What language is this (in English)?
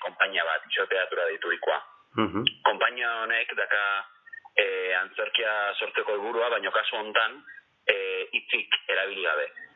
Basque